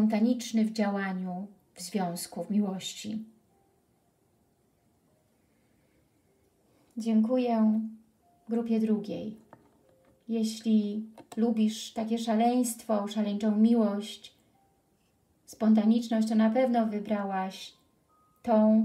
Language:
Polish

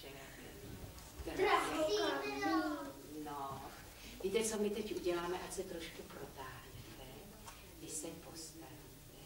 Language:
Czech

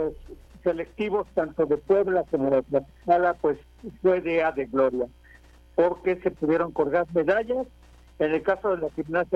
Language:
Spanish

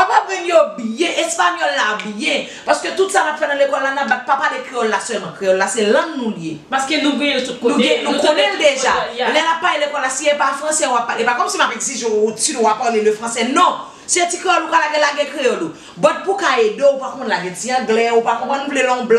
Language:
Haitian Creole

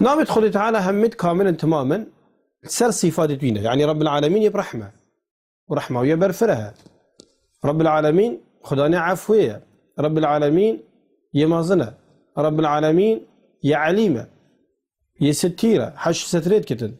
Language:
Kurdish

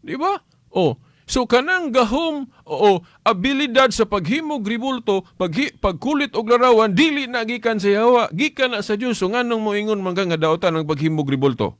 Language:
Cebuano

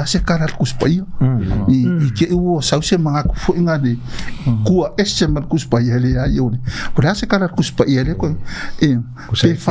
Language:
Samoan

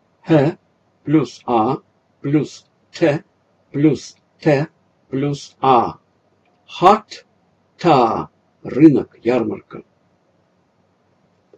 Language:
Russian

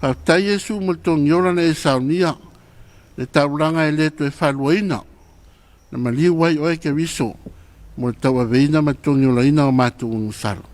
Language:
Samoan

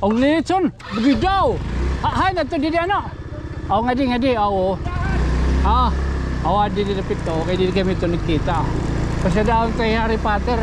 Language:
Waray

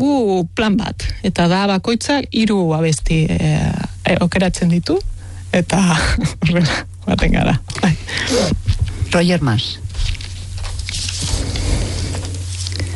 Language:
Basque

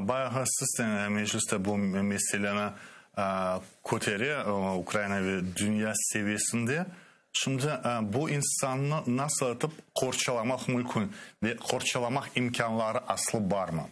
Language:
Crimean Tatar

